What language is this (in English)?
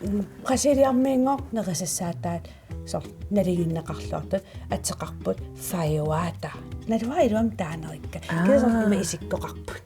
Kalaallisut